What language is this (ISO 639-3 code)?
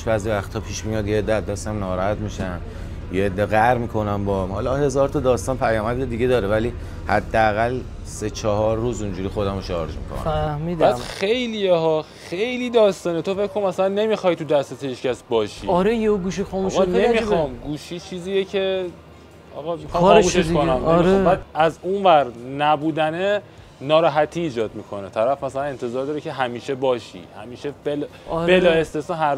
fas